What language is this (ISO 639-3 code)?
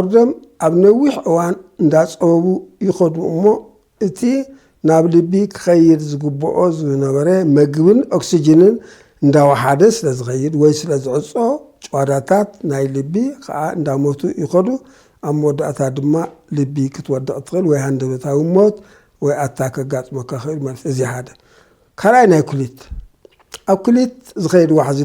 tir